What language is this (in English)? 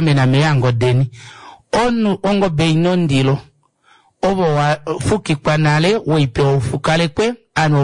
Kuanyama